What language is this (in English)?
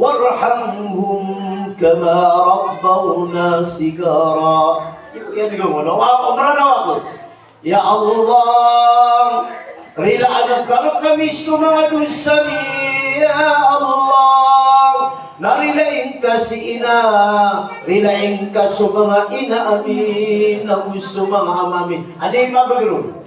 Maranao